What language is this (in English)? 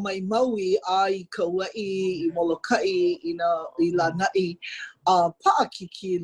Hawaiian